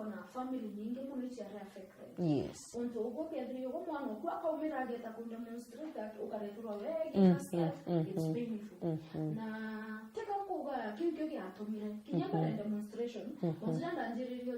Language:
Meru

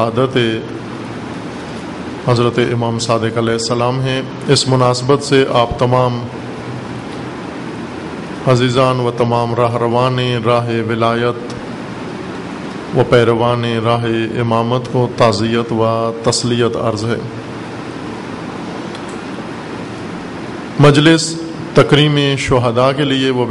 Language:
Urdu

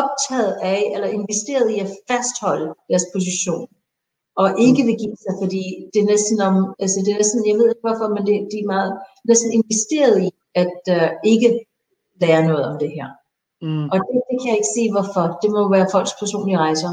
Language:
Danish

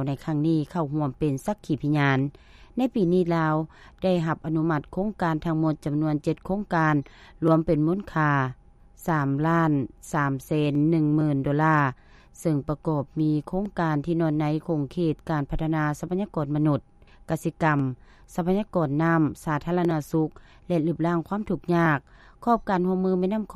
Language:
Lao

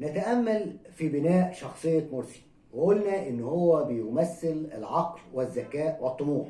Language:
Egyptian Arabic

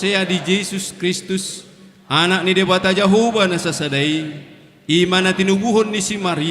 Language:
Batak Toba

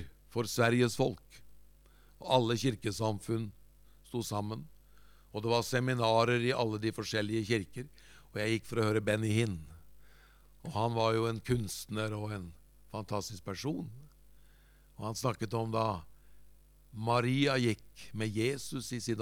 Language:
Norwegian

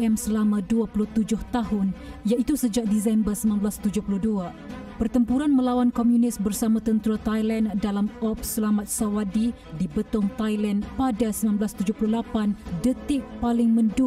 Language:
Malay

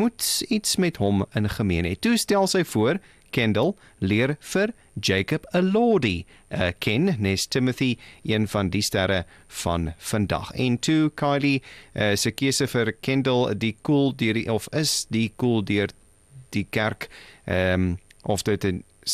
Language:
Afrikaans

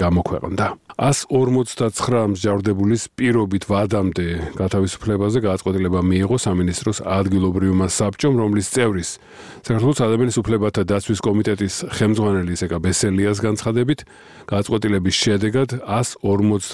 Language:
Georgian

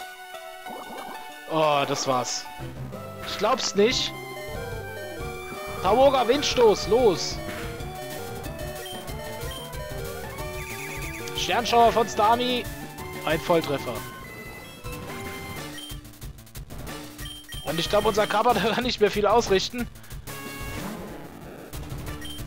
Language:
German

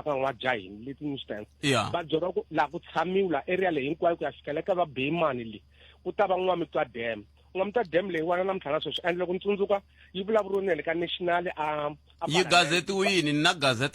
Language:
Tsonga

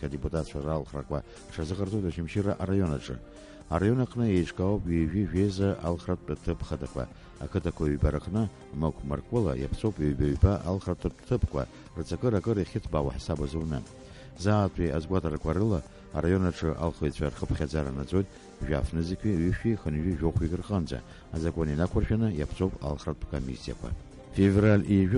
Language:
Abkhazian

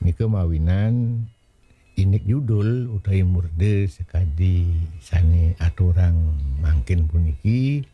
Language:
Balinese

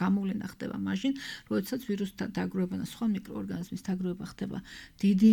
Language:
Georgian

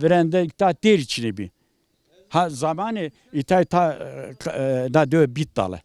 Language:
Zaza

